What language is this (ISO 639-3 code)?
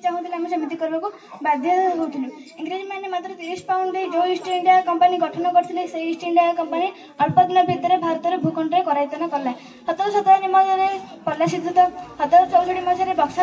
ori